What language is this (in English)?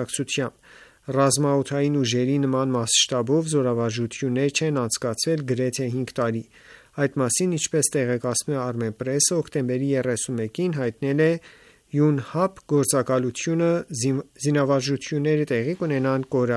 Armenian